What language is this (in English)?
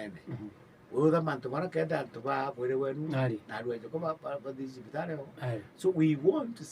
Meru